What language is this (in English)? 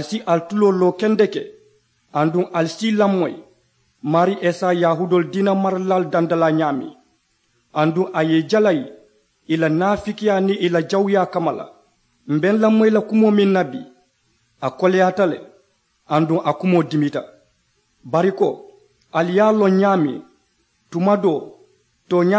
Mandingo